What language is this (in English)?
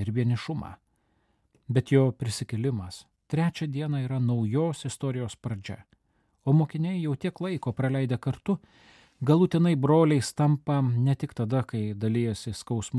Lithuanian